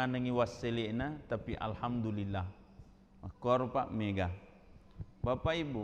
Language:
Buginese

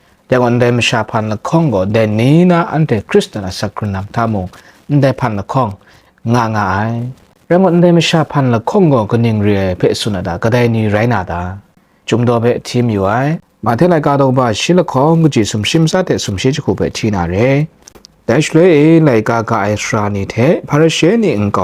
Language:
Kachin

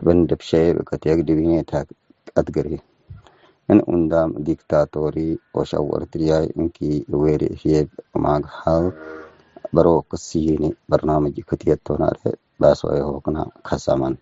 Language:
Tigre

